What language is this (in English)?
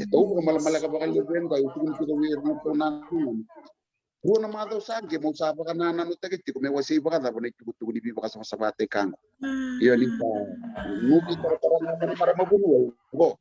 Fijian